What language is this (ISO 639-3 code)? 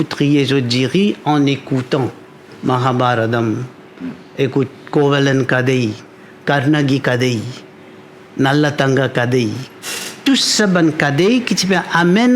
mfe